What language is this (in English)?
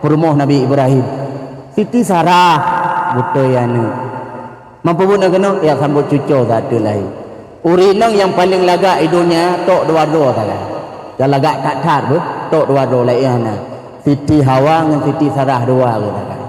Achinese